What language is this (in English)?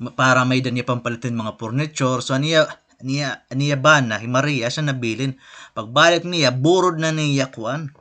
Waray